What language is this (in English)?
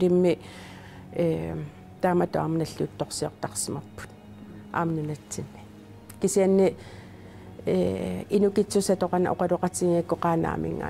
Kalaallisut